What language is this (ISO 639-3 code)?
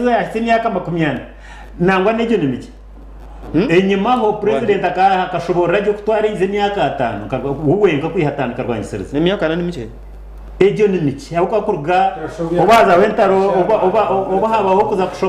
nyn